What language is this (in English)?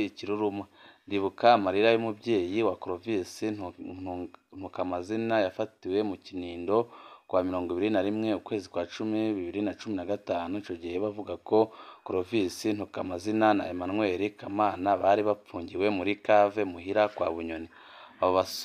Rundi